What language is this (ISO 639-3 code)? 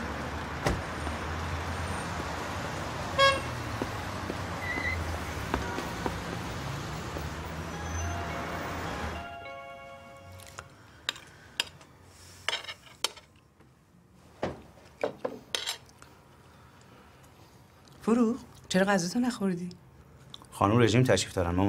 fas